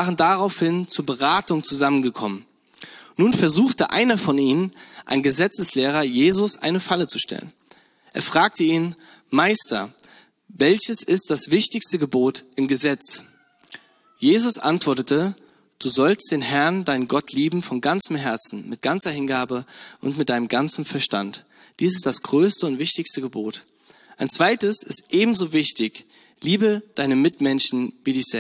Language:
German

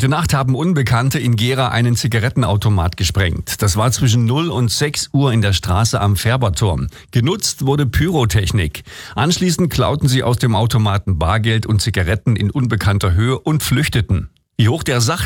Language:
German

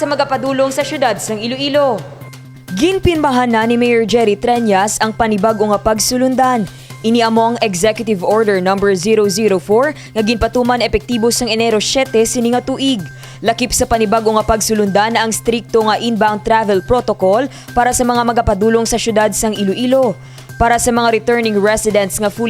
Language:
Hiligaynon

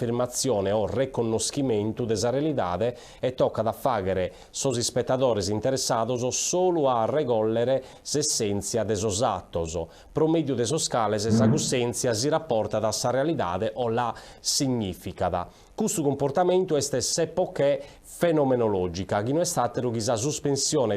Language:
Sardinian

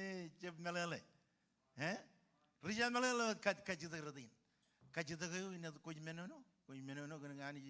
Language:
Marshallese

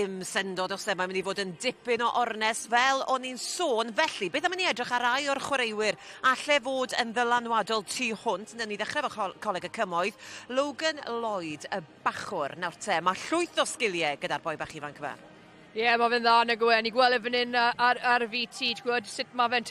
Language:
Welsh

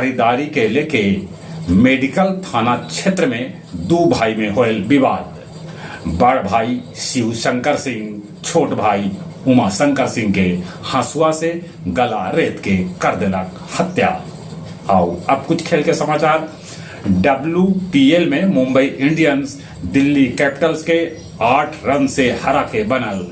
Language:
Magahi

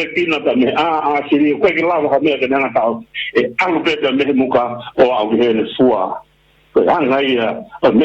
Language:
Tongan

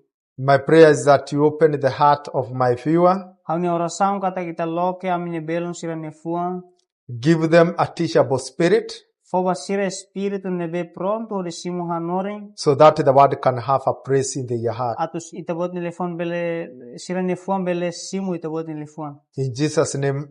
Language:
Tetum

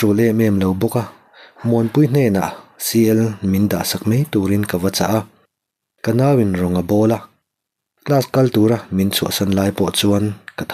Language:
Mizo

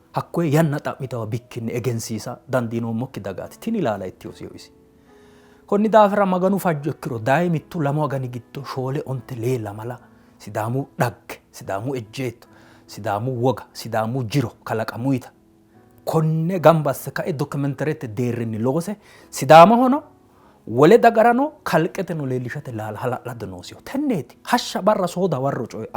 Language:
Sidamo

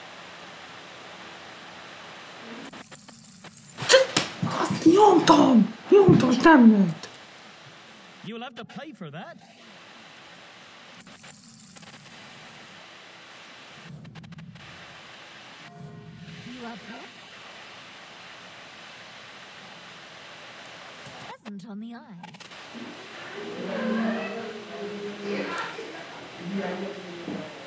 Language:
Hungarian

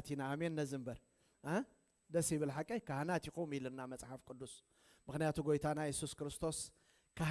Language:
Tigrinya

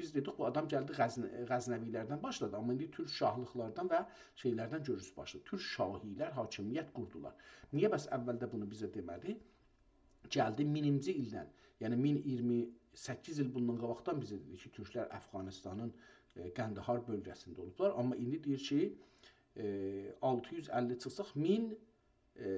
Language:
South Azerbaijani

